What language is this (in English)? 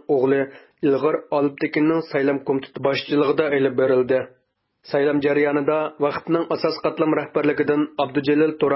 Uyghur